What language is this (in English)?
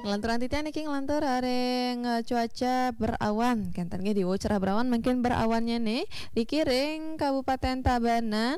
Balinese